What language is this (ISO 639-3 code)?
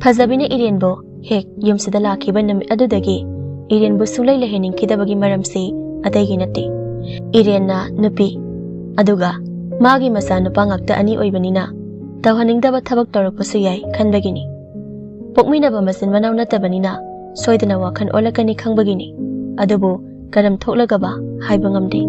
mni